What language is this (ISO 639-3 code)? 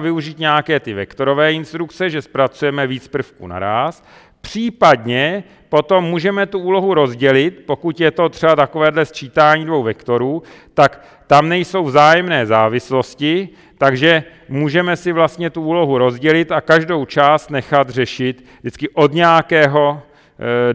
ces